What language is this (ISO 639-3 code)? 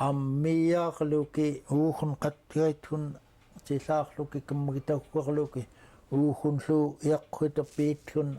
esu